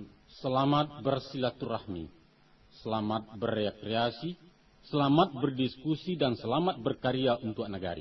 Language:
Minangkabau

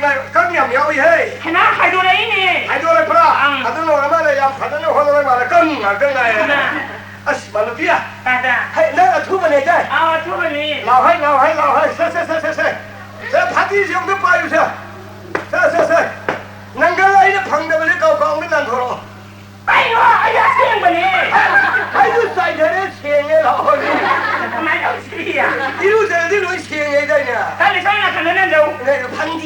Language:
Manipuri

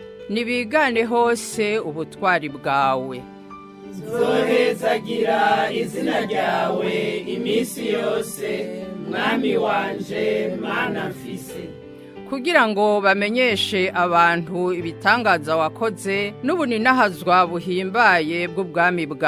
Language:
Rundi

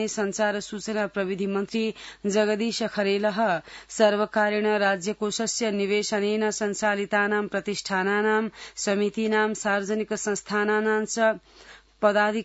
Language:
Sanskrit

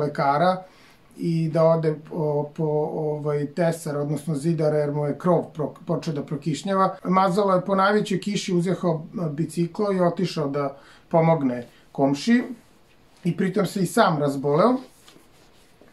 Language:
Serbian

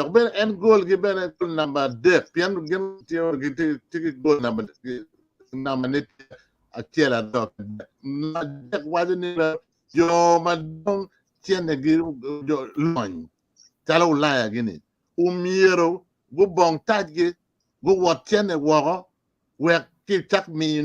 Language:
Acoli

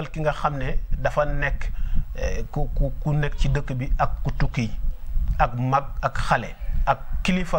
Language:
Wolof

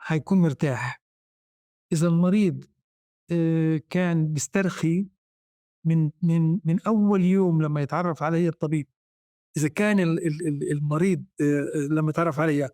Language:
North Levantine Arabic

